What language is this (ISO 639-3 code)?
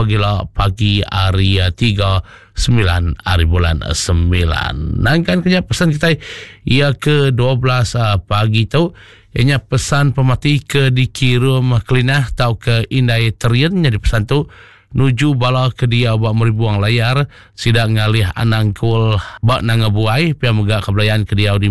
iba